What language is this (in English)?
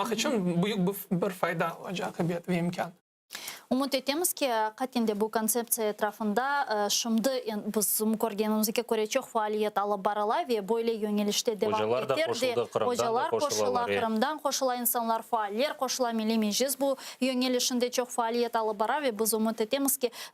Crimean Tatar